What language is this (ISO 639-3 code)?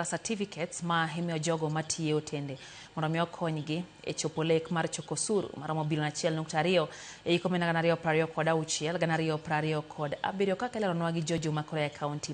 luo